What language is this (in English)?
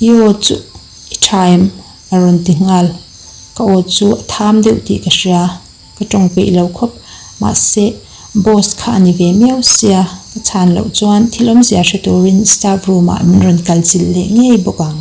Mizo